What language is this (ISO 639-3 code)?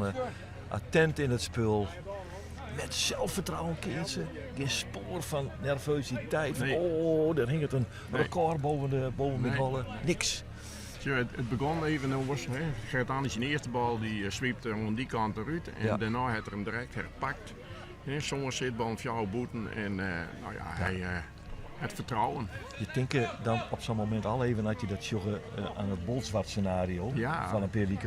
fry